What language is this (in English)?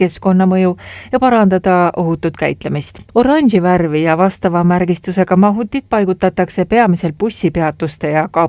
Estonian